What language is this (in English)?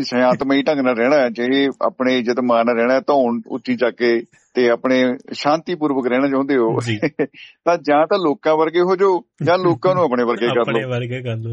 Punjabi